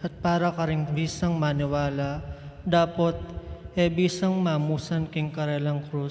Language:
Pampanga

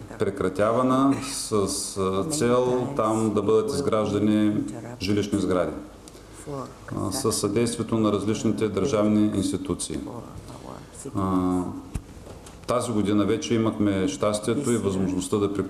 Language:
Bulgarian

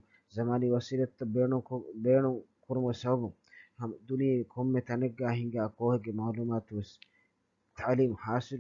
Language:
Divehi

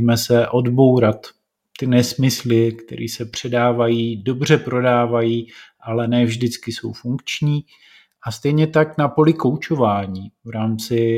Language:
Czech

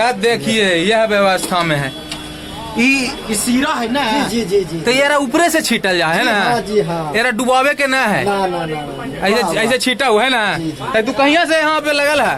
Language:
Magahi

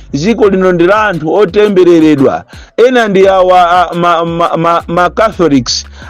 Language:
Nyanja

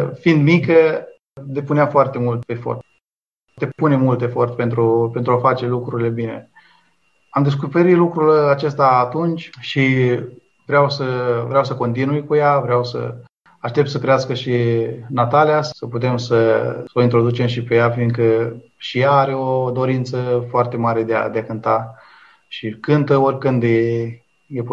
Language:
Romanian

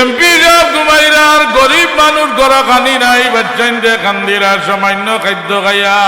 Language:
Sylheti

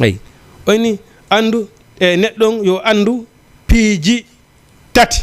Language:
Fula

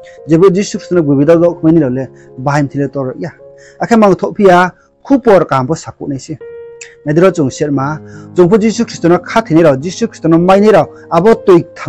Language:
Riang (India)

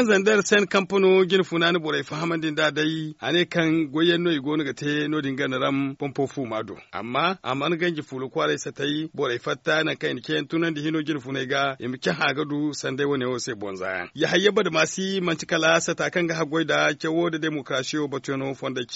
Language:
Zarma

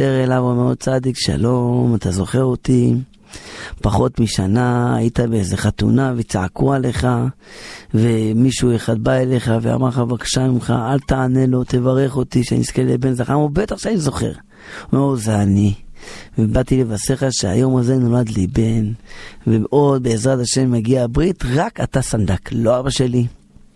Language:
Hebrew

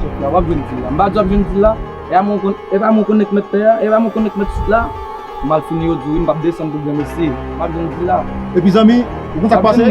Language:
Haitian Creole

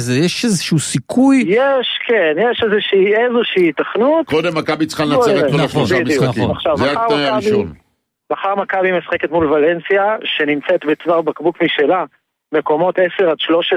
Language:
Hebrew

